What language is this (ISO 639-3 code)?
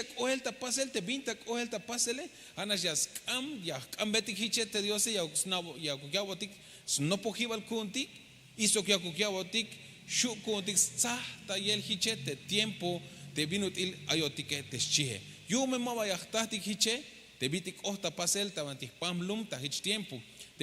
tzh